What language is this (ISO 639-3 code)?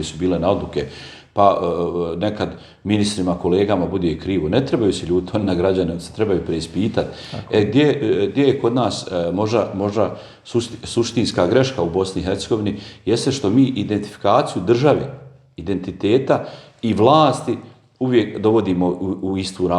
bos